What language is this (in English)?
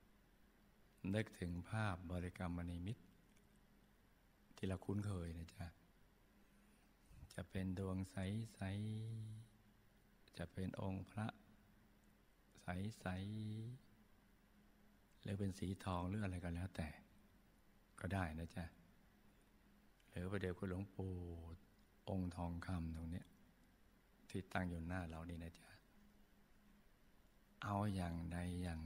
Thai